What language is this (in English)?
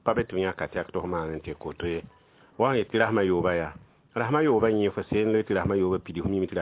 Mossi